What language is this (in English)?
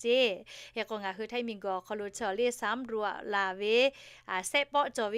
Lahu